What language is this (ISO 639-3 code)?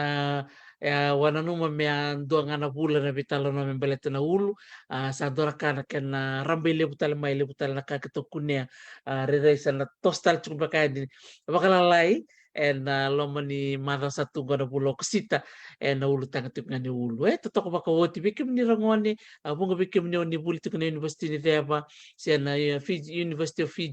fij